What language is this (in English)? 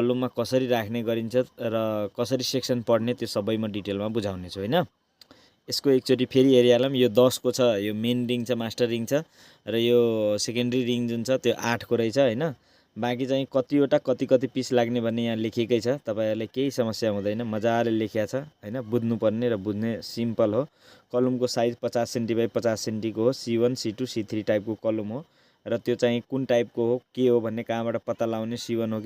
Nepali